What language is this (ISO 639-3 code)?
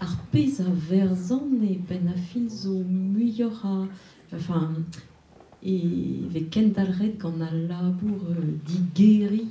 bre